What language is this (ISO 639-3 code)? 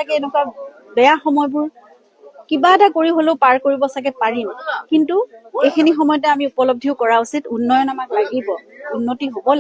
asm